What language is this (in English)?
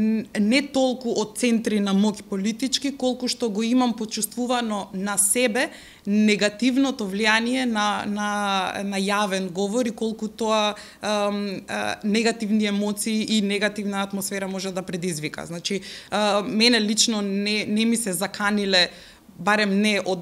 Macedonian